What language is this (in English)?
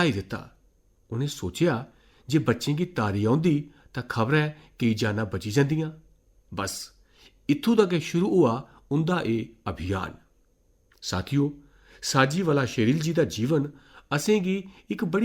Dogri